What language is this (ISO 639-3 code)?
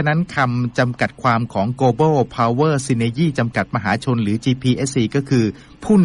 tha